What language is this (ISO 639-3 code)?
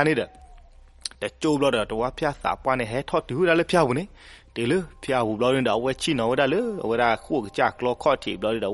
ksw